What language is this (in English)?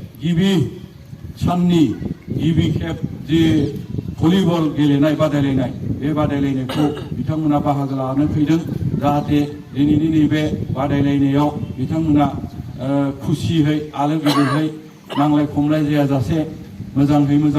Bodo